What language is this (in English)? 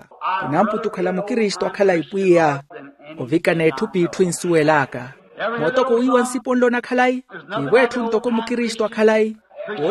Makhuwa